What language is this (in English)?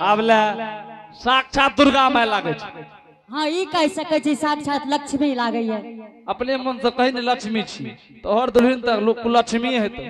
Angika